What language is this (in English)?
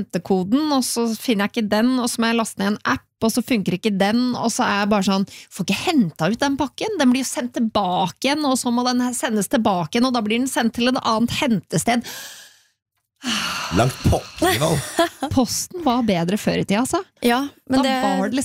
Norwegian